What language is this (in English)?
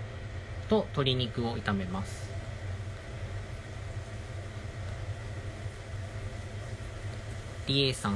Japanese